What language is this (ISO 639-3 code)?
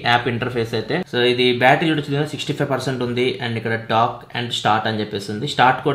tel